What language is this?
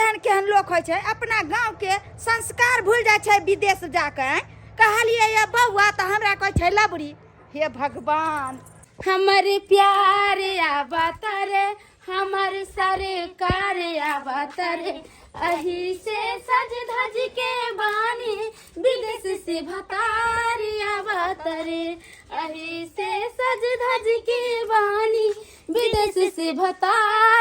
Maithili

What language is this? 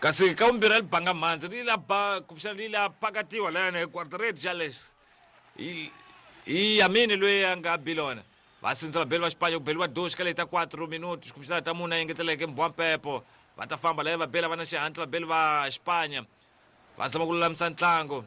Tsonga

